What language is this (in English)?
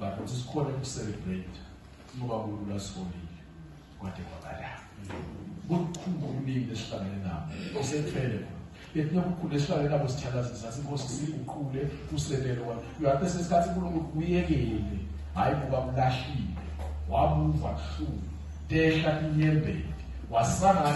Swati